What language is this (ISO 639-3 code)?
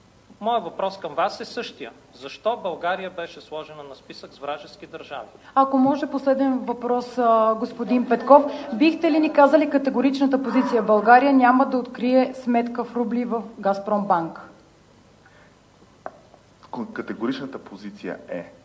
bul